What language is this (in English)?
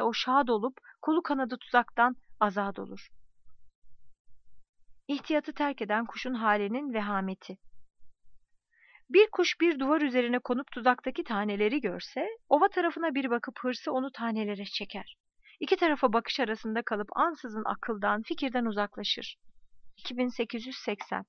Turkish